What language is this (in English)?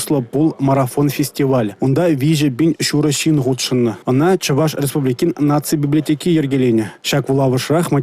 Chuvash